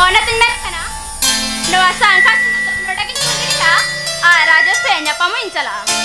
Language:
Santali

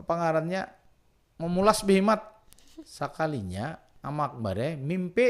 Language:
Banjar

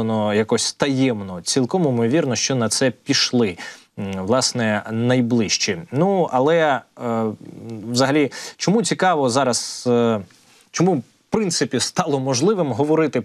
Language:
Ukrainian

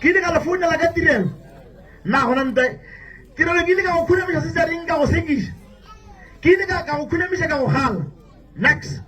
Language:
Northern Sotho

